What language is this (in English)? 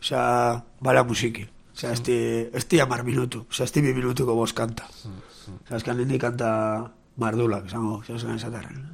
Basque